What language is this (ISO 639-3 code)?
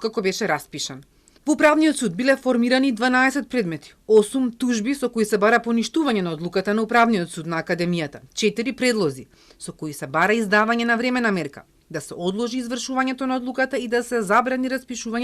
mkd